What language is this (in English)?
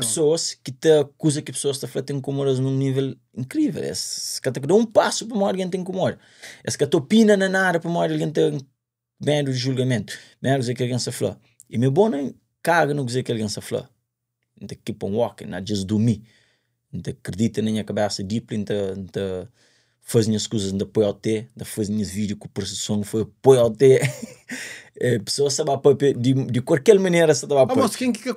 Kabuverdianu